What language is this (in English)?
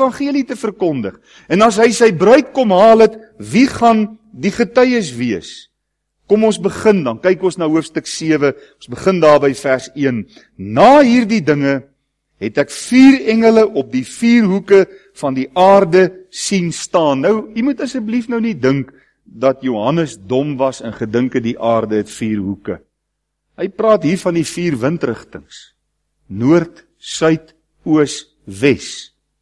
Afrikaans